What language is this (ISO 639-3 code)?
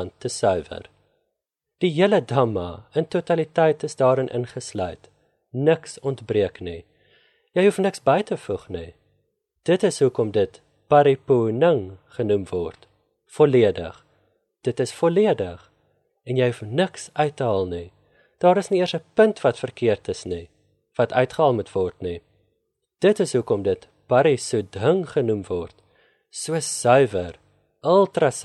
afr